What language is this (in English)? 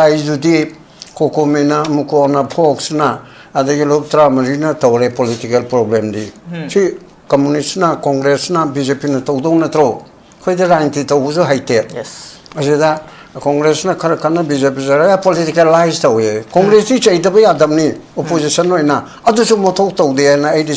Manipuri